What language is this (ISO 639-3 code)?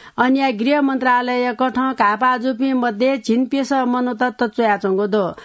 new